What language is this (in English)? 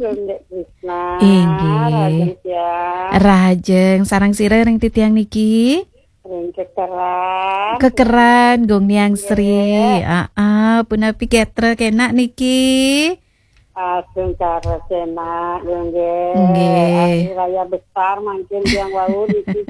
Balinese